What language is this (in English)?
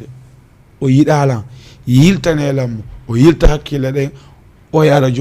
Fula